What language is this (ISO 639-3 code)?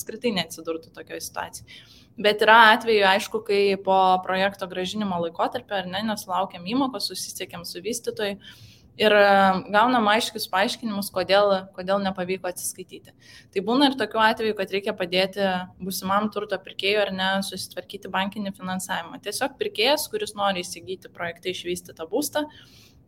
lit